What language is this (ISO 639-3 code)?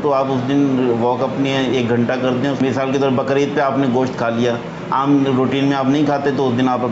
urd